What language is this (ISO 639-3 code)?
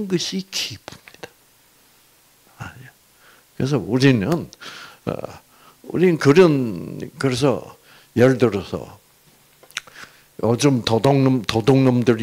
kor